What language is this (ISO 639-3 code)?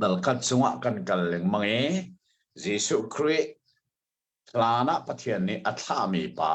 cnh